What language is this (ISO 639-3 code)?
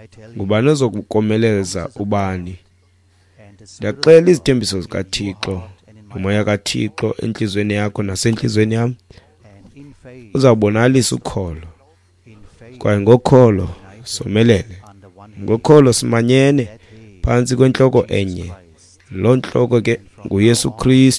xho